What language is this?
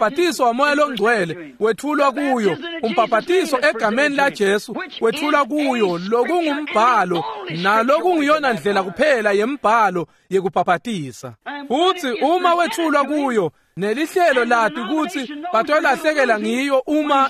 Swati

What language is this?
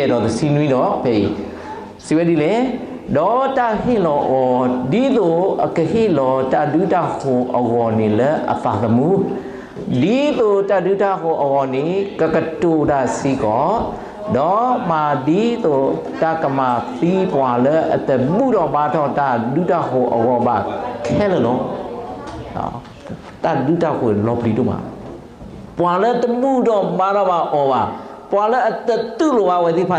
S'gaw Karen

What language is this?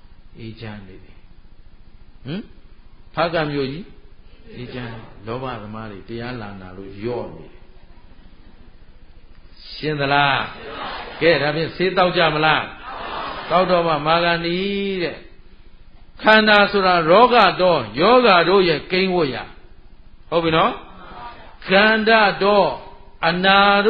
Burmese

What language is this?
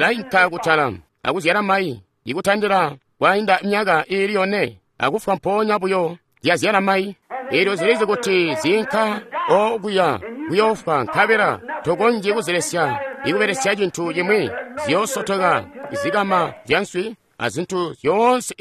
Tonga (Zambia)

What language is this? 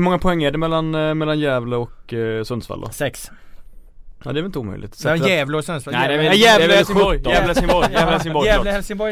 Swedish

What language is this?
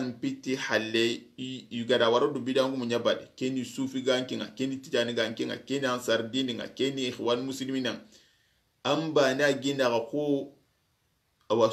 Soninke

